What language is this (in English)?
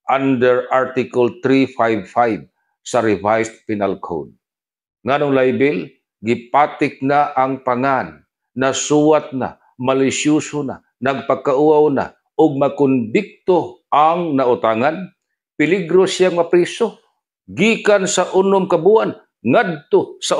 Cebuano